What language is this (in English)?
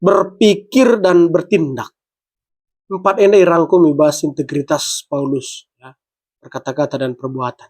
Batak Karo